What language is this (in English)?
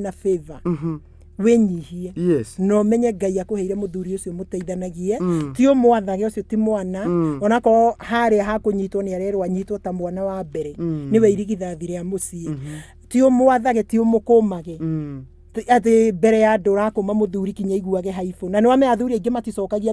Kikuyu